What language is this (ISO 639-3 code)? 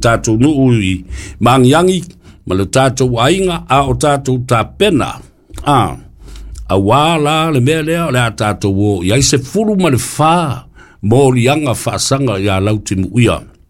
smo